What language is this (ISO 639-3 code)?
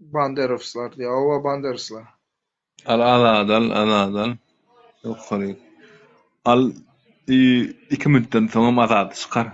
tuk